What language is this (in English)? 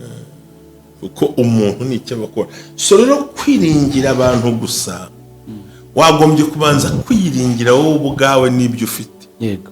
Kinyarwanda